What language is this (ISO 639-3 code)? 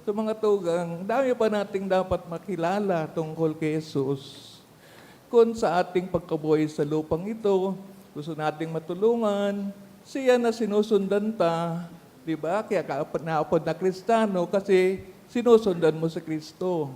bik